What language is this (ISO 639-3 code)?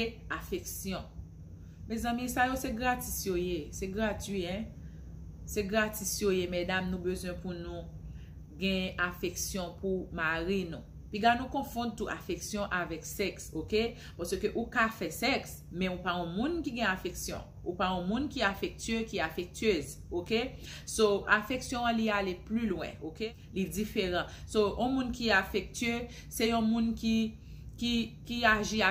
hat